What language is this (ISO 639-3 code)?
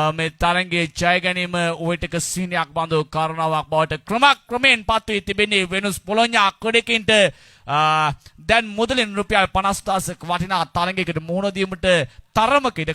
sin